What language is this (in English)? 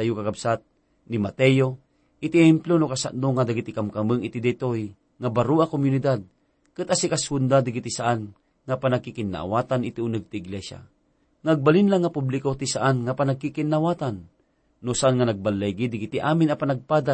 Iloko